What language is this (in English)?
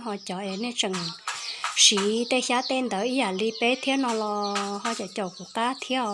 Hmong